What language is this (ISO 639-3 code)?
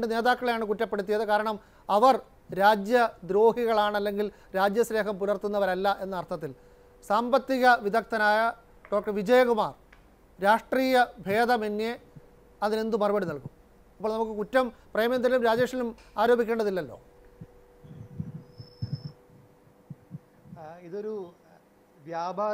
mal